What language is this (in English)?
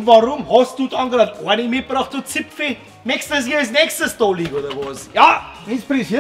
Bavarian